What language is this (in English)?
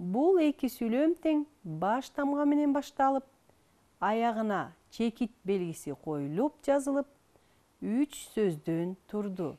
Kyrgyz